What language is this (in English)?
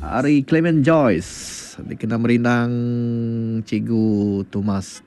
Iban